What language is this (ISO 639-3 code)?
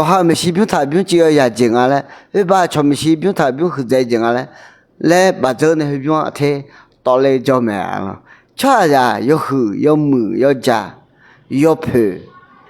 ahk